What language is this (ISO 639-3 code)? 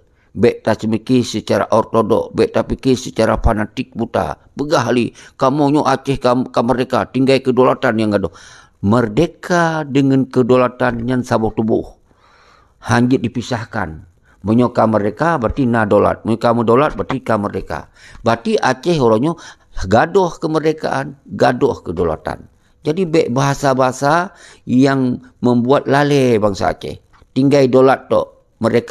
ace